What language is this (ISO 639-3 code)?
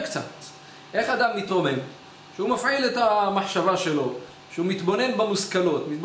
heb